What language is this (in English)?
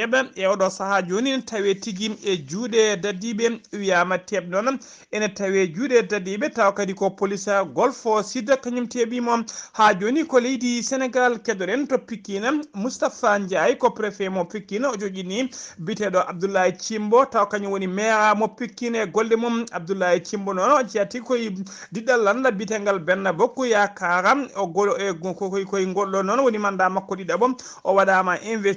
Fula